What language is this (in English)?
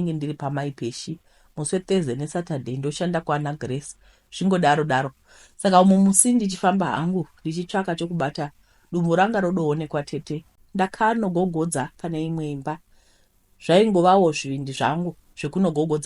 Shona